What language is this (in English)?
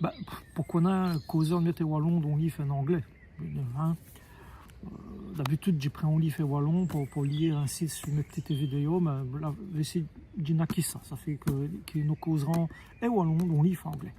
Walloon